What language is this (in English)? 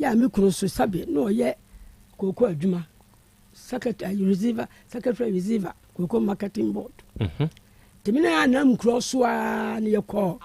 Akan